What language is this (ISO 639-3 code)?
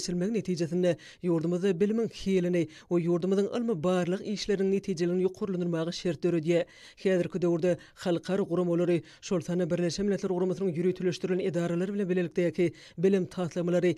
tuk